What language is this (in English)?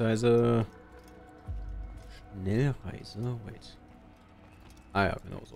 German